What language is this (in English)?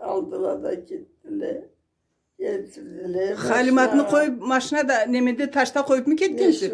Karachay-Balkar